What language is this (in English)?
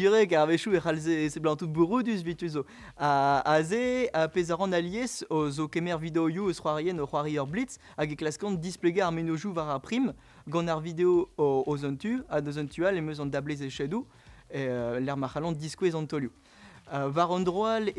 Breton